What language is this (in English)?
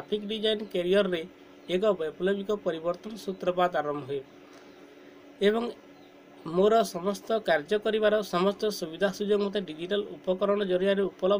Odia